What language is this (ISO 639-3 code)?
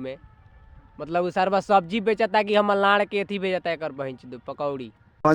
bho